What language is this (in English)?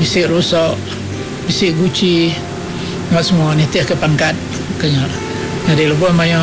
Iban